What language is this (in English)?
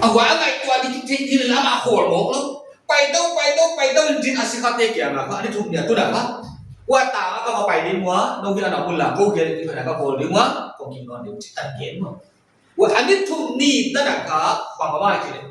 Paite Chin